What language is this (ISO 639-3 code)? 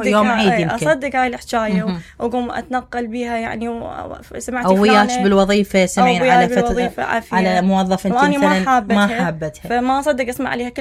acm